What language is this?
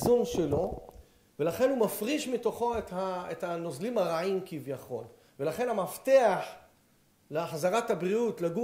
Hebrew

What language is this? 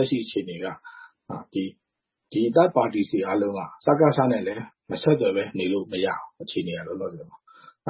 Burmese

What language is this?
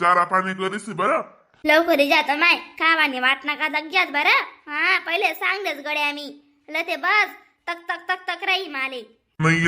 Khandesi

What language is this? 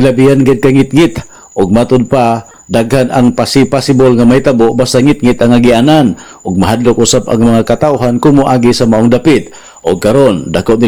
Cebuano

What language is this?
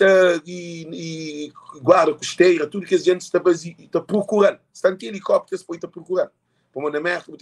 Kabuverdianu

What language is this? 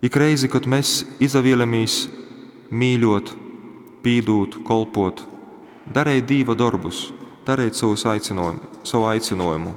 Latgalian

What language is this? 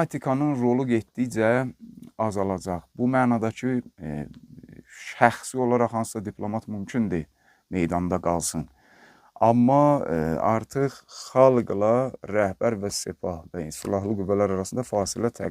Azerbaijani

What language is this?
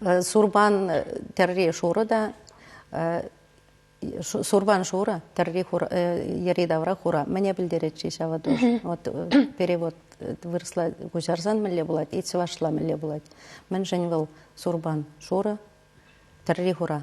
Chuvash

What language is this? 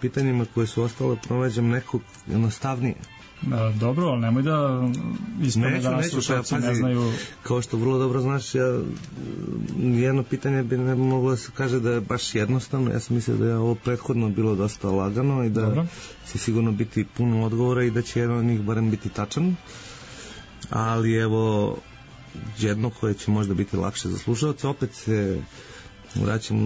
Serbian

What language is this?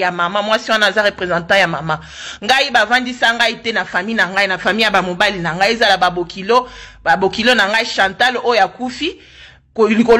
Lingala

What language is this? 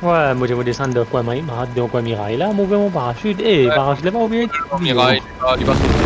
Morisyen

